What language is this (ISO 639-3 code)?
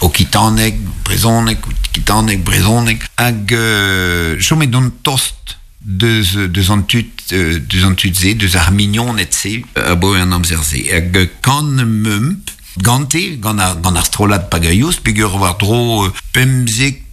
bre